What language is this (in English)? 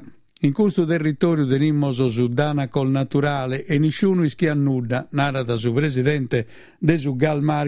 Sardinian